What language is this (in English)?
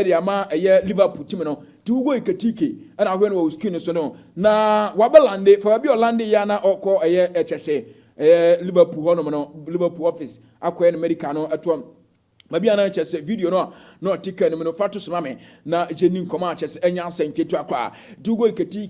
Akan